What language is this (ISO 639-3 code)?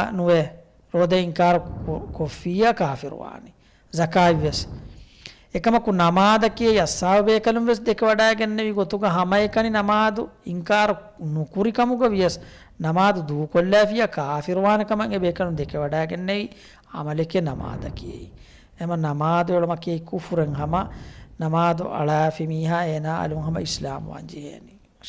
div